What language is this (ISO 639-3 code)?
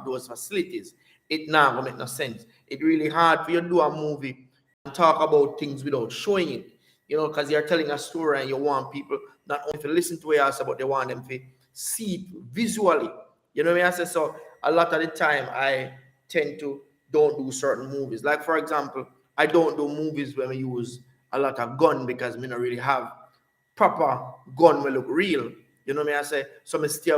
jam